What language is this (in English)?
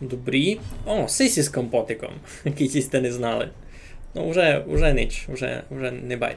Rusyn